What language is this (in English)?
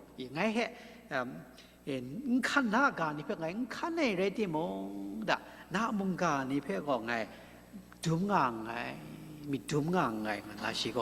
Kachin